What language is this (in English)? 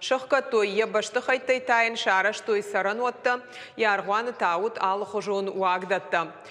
Ossetic